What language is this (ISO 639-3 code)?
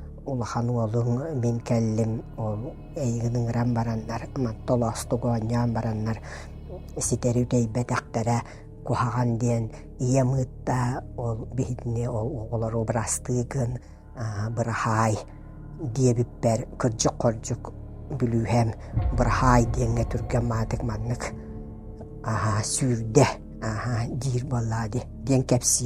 sah